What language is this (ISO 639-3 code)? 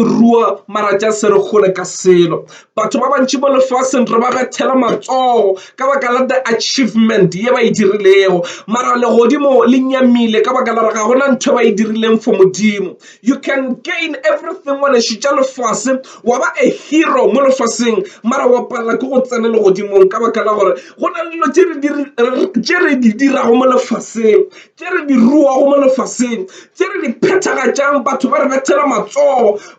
nso